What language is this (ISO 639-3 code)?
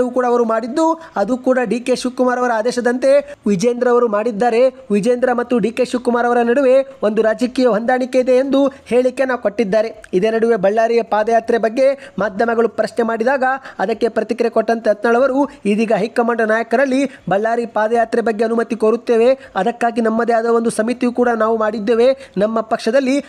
kan